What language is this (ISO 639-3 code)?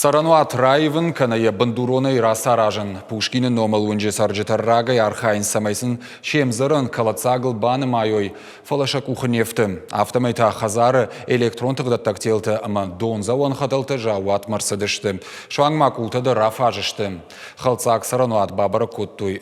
oss